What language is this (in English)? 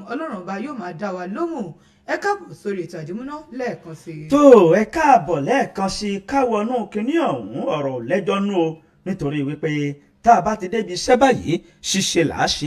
Yoruba